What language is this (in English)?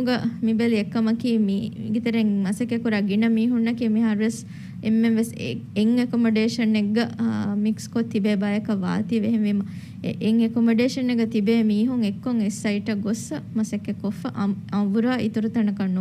Divehi